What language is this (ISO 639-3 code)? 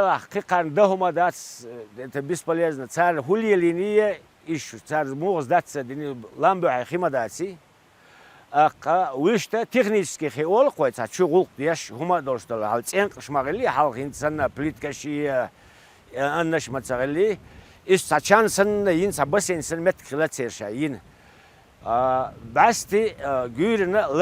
che